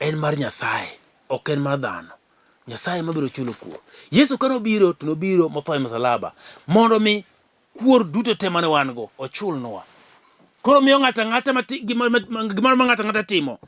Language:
Luo (Kenya and Tanzania)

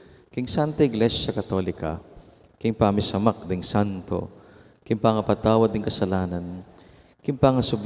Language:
Pampanga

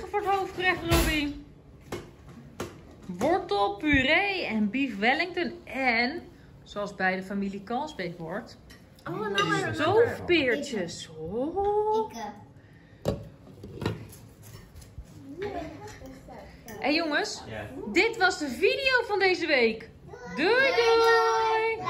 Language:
Dutch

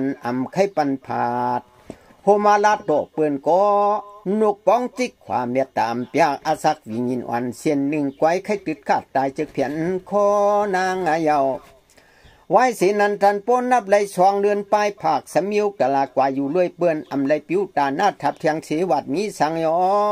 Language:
Shan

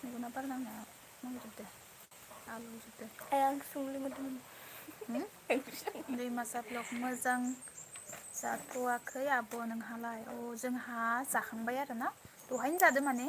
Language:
Bodo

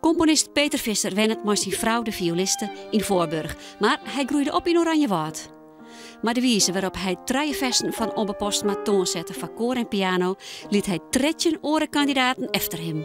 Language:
Western Frisian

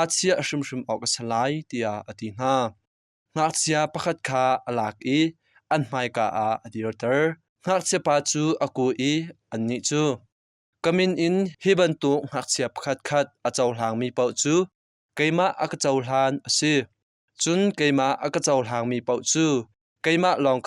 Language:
Hakha Chin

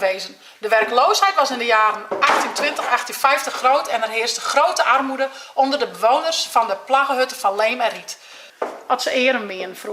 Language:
Western Frisian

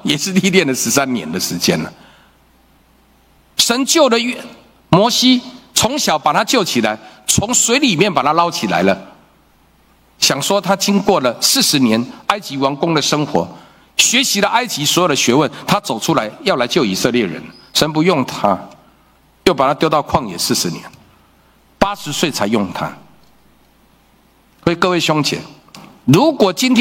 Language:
Chinese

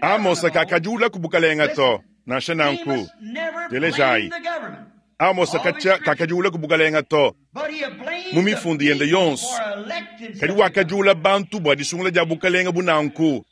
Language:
Luba-Lulua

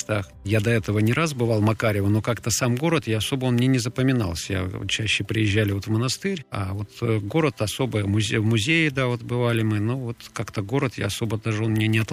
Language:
Russian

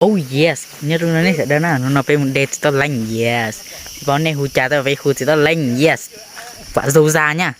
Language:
Hmong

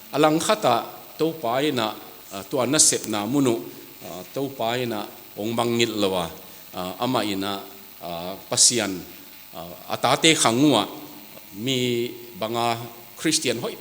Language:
Tedim Chin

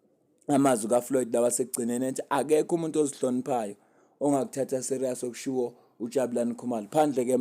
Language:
Zulu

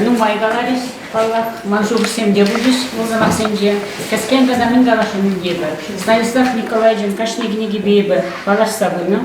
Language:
Chuvash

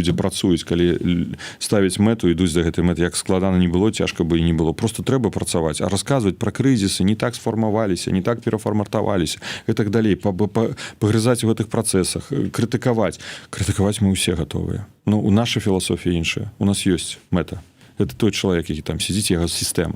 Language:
Belarusian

